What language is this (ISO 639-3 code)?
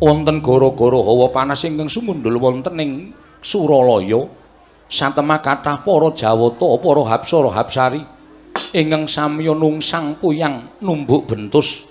jav